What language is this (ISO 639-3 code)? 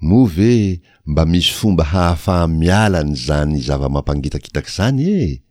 mlg